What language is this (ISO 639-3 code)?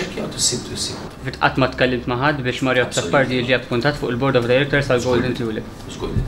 mlt